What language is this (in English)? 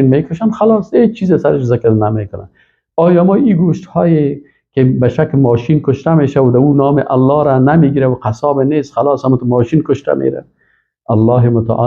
Persian